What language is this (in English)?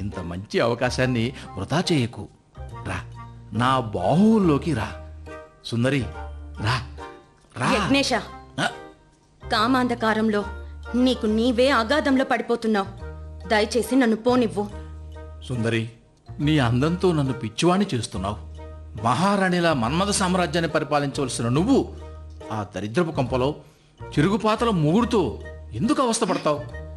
Telugu